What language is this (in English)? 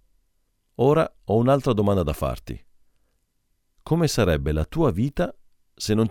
Italian